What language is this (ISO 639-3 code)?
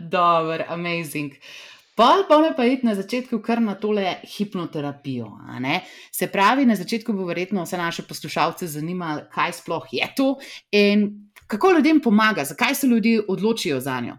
slv